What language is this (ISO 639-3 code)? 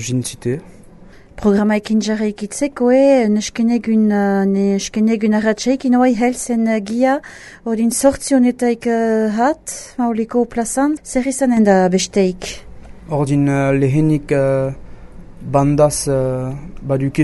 eus